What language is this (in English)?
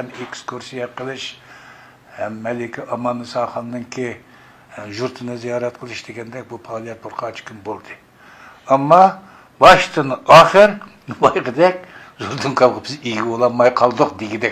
Uyghur